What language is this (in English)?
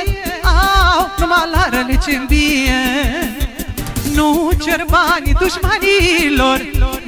Romanian